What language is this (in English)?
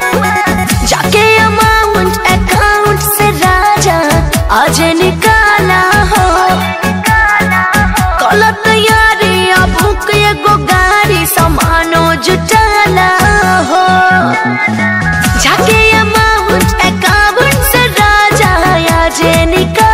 Bhojpuri